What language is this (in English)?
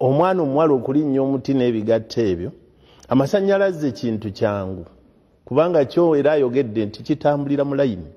Ganda